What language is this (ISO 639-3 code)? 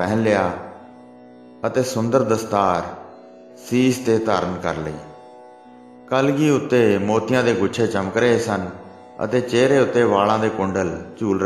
pan